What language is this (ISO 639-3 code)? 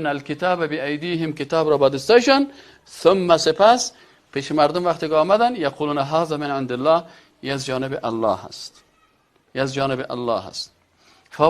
fas